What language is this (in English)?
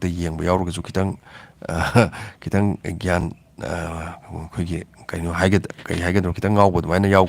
Manipuri